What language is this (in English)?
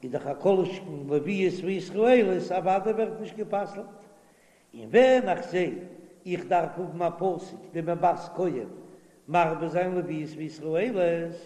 Yiddish